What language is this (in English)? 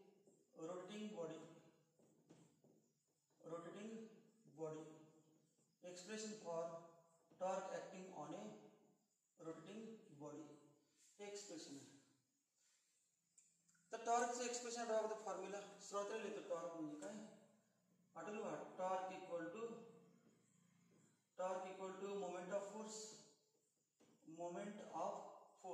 Marathi